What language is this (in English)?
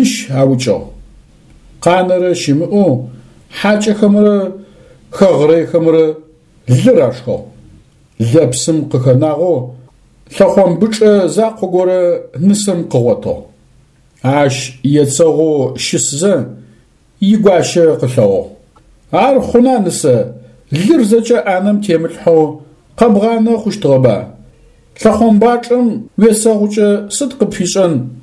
Adyghe